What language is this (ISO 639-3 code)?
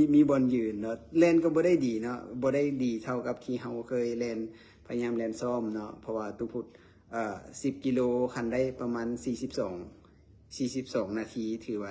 lao